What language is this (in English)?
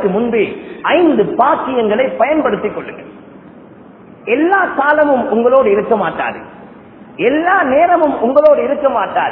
Tamil